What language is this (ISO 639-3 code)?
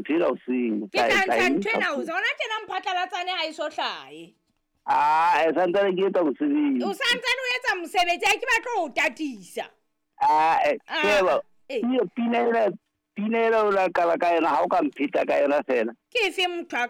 sot